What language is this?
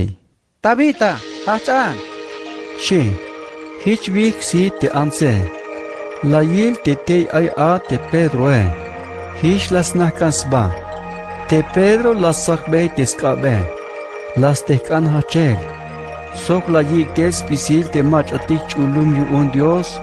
Tzeltal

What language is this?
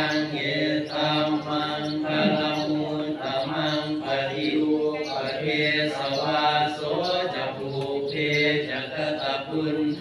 Pali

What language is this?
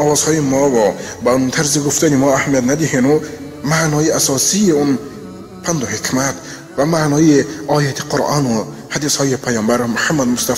Tajik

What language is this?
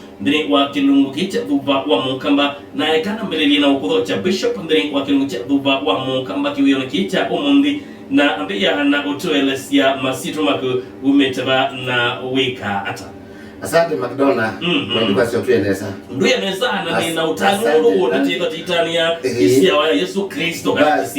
Kamba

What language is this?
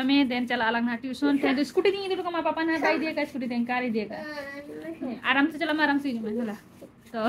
Santali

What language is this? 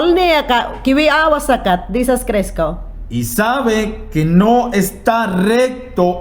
Mayangna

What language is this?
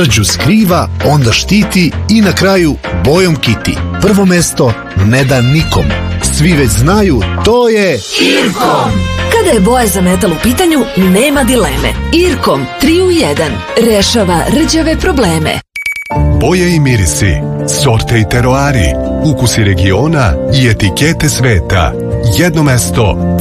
Serbian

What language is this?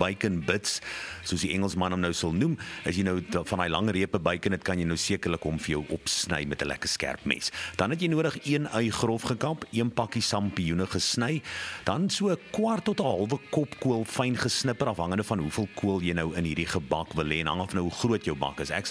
Afrikaans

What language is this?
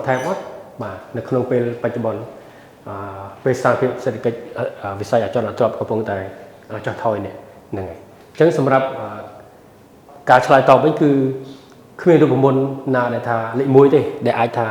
Khmer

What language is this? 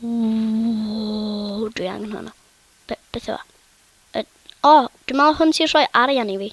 Welsh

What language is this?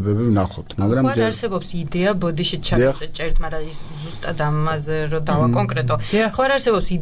Georgian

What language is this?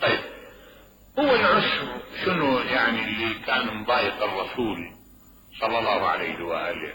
Mesopotamian Arabic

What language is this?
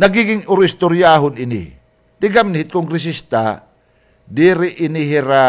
Waray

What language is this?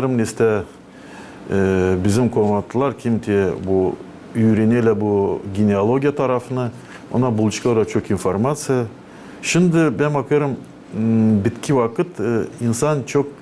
Gagauz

